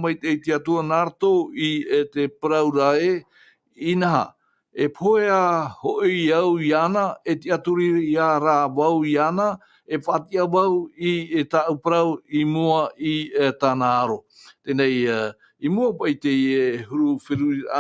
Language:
Tahitian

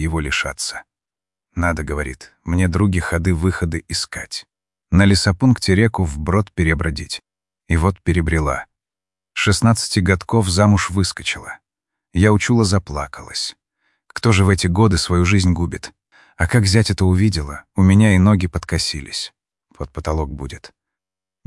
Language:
Russian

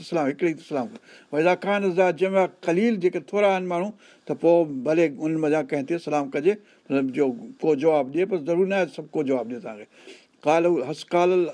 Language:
Sindhi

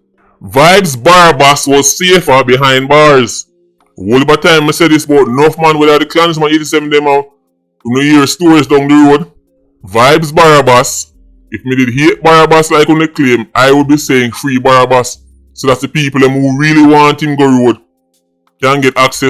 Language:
Jamaican Creole English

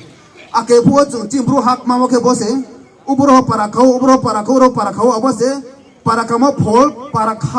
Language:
Riang (India)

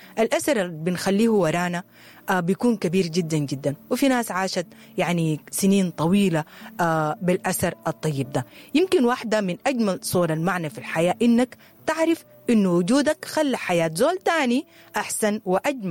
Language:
Sudanese Arabic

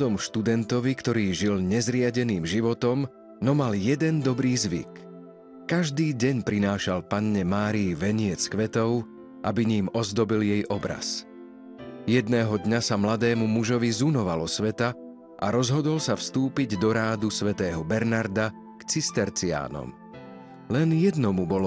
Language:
Slovak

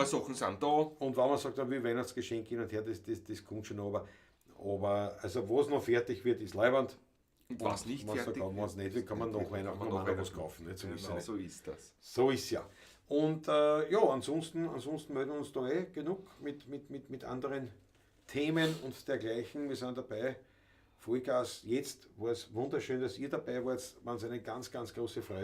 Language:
Bavarian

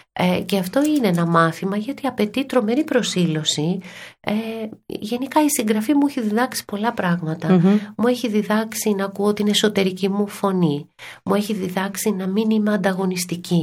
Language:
Greek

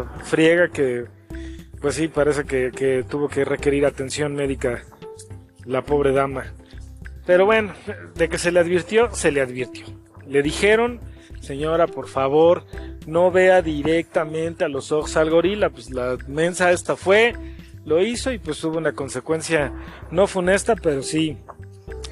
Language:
Spanish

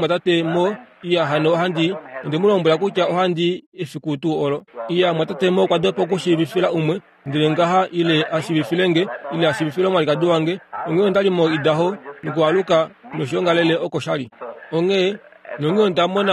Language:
Kuanyama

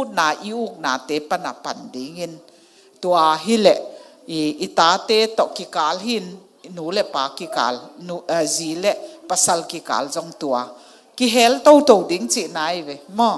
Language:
Tedim Chin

